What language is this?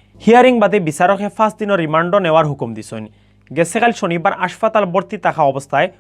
Sylheti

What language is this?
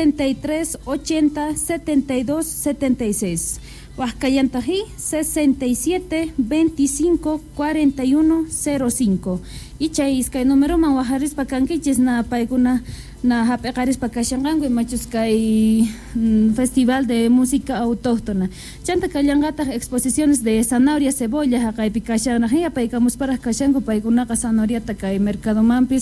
South Bolivian Quechua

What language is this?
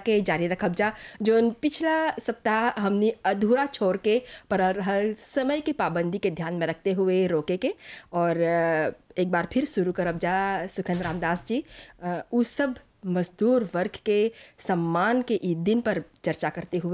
Bhojpuri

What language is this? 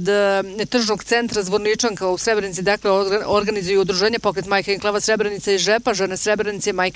Bosnian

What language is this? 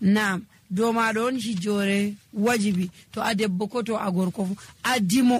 Nigerian Fulfulde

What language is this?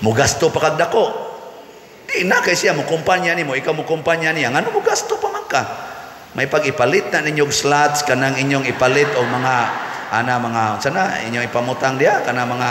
Cebuano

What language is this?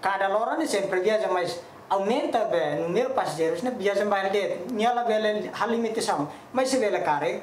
Tetum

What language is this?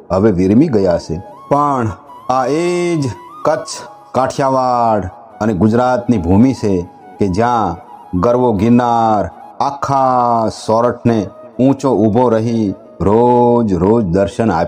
Gujarati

